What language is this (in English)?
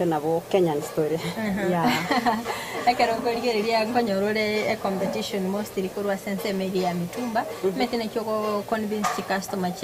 Gusii